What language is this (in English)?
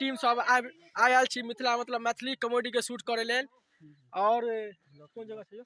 Maithili